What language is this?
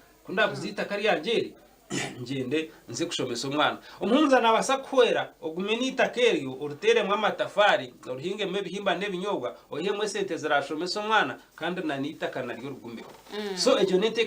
Nyankole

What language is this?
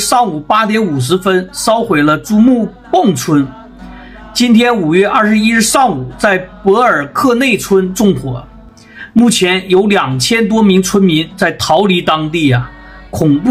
Chinese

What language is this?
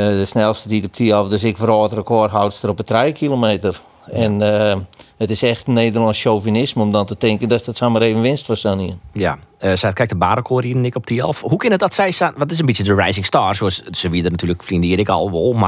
Western Frisian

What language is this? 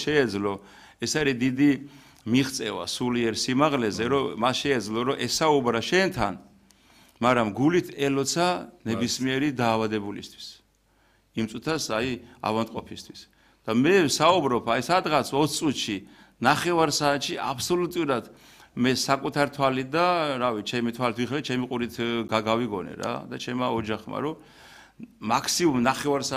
Georgian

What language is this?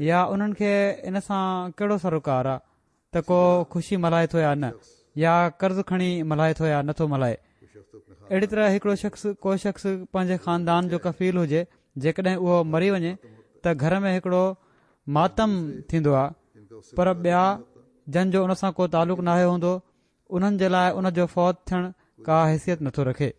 Sindhi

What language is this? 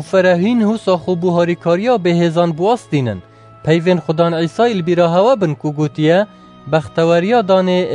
Kurdish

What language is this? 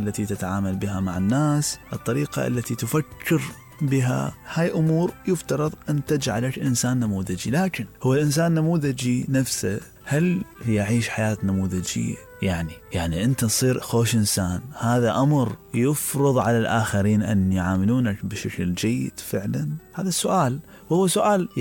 Mesopotamian Arabic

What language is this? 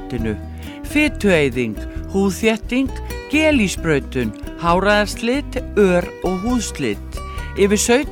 Icelandic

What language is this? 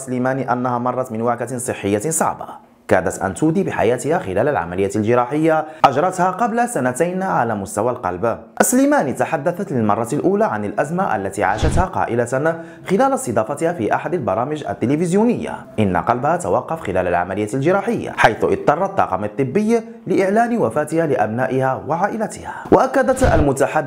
Arabic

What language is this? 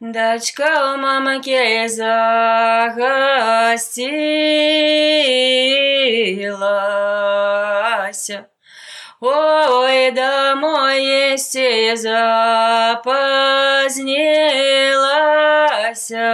Belarusian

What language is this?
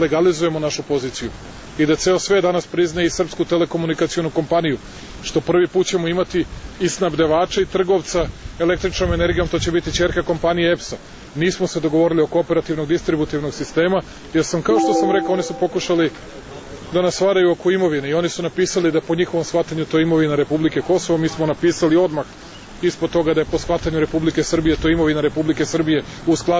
Serbian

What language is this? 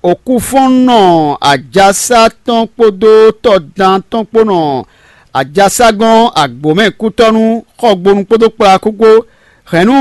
Fon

